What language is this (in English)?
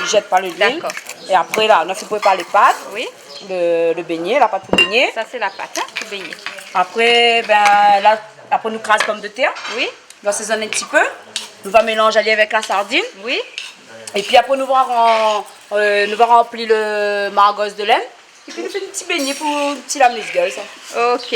Réunion Creole French